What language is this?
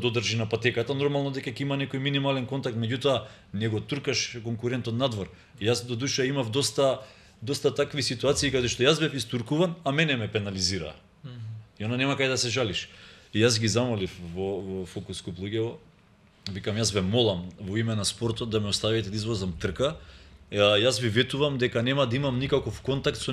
Macedonian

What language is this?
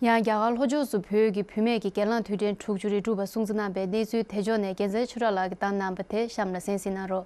Tibetan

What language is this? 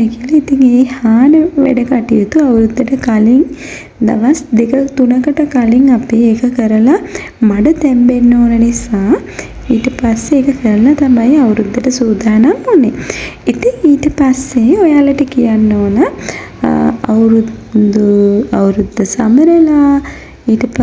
Sinhala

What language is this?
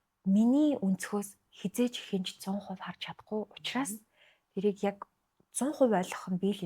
Mongolian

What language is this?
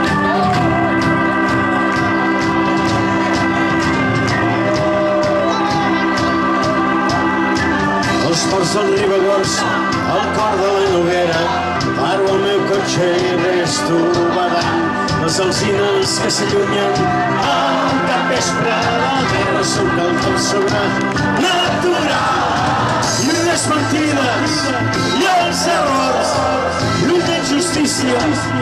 Catalan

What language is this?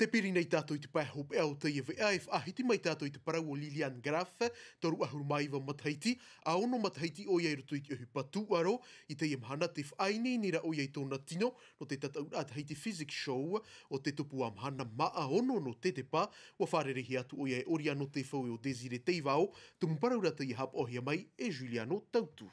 Tahitian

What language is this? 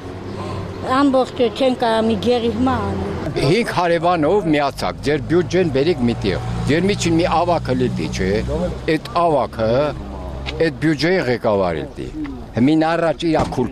Armenian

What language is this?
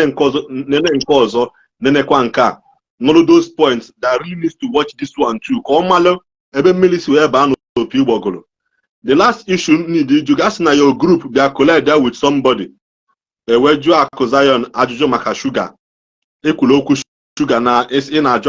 Igbo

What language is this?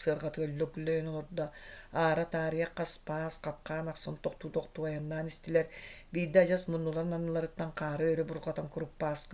Yakut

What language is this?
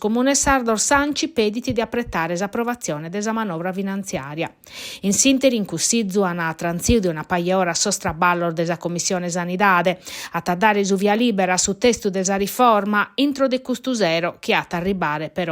Sardinian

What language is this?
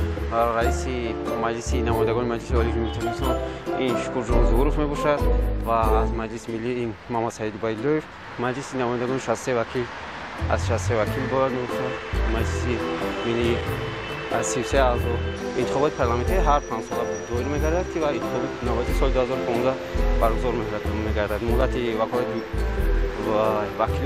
Tajik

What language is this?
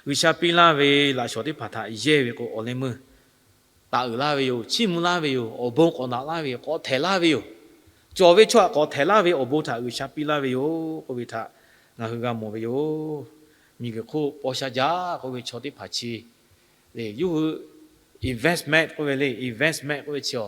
Lahu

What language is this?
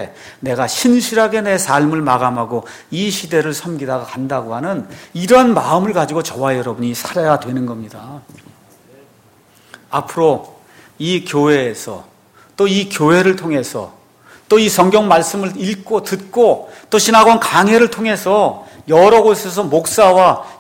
Korean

